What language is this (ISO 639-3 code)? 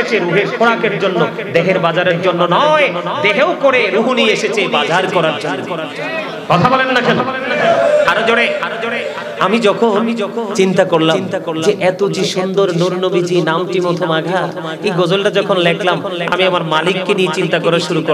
ben